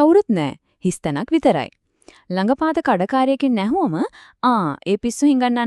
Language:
Sinhala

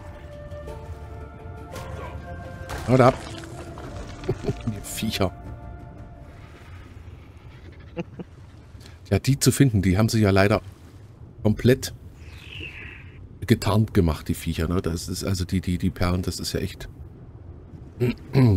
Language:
German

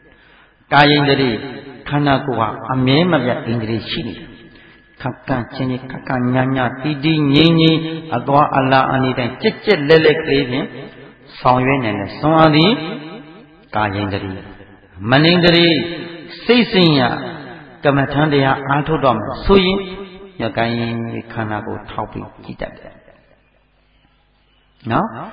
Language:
Burmese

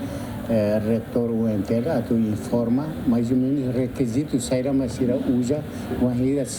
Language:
Tetum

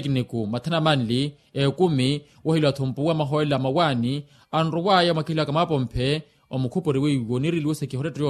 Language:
Makhuwa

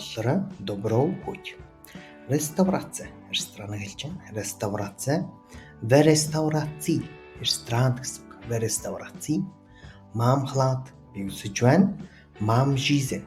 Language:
Mongolian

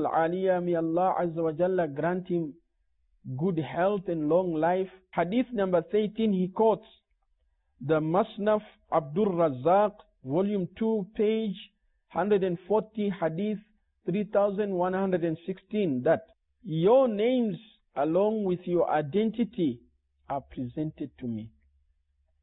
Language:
English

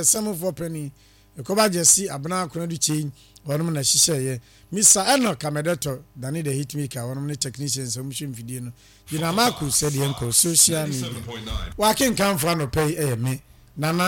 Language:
Akan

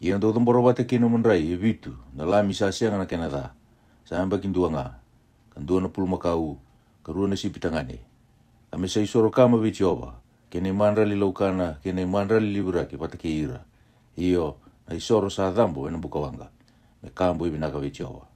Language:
Fijian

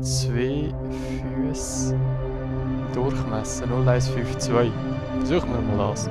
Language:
Swiss German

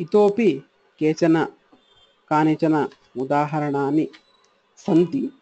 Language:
Sanskrit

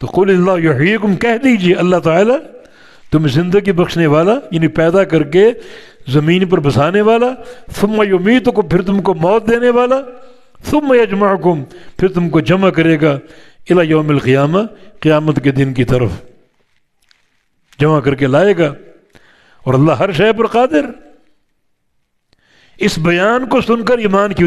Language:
Urdu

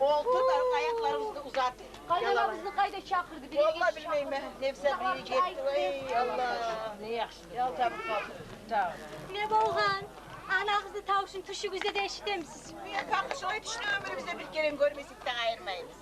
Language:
Kumyk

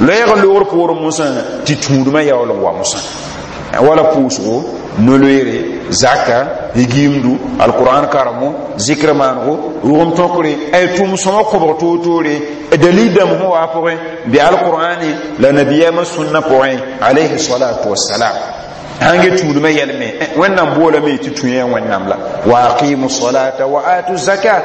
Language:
Mossi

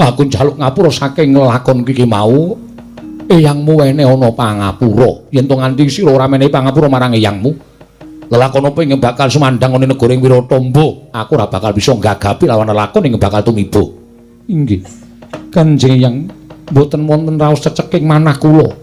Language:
Javanese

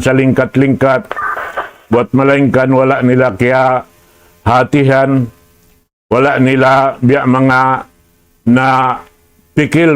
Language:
Tausug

